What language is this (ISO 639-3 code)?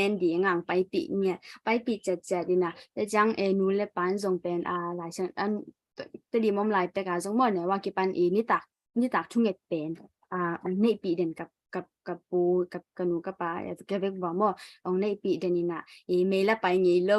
ctd